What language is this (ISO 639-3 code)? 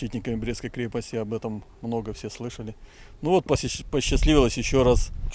rus